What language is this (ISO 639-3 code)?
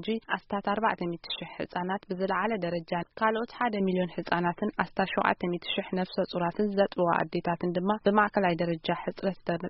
tir